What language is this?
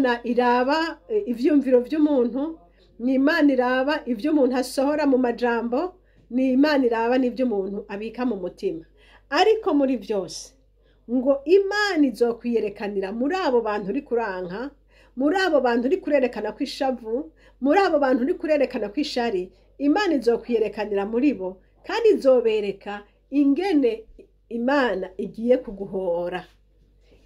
Rundi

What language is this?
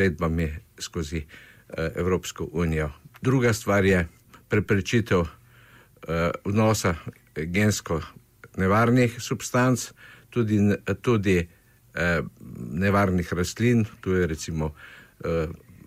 Slovenian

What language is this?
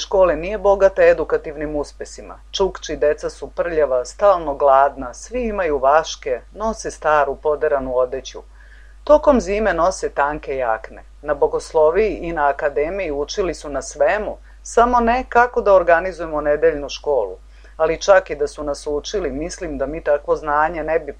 Serbian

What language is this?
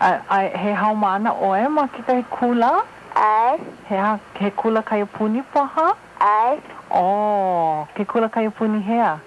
Hawaiian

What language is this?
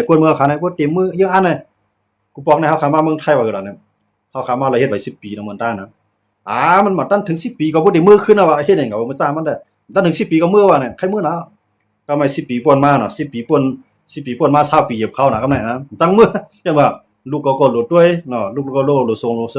Shan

